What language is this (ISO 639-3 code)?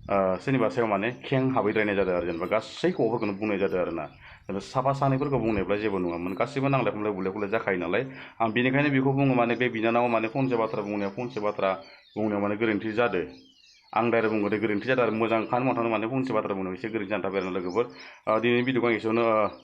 brx